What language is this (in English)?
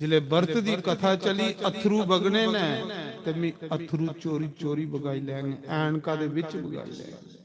Dogri